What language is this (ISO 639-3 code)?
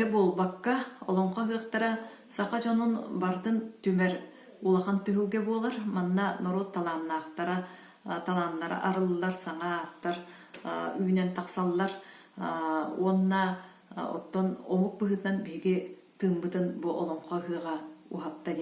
sah